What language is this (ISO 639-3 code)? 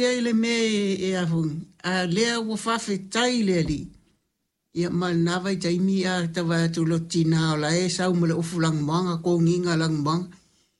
smo